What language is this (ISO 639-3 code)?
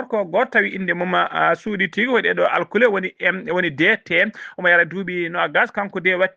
ful